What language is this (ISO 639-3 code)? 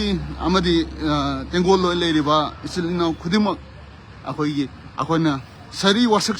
mni